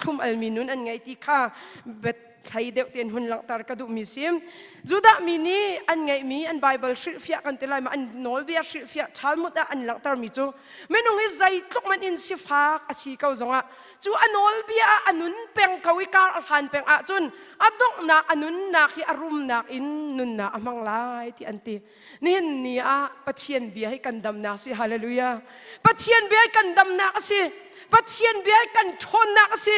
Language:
Hakha Chin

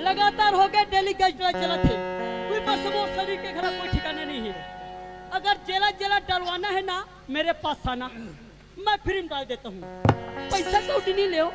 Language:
Chhattisgarhi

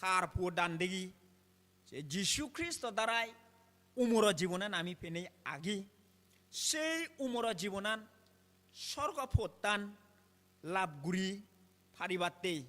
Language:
Chakma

